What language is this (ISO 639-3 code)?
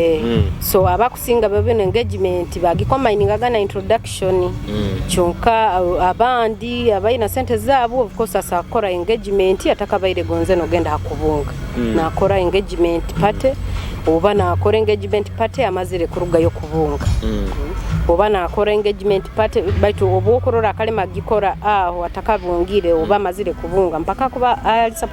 nyo